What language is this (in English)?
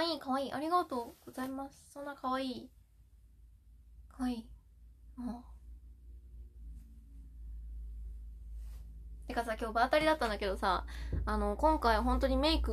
Japanese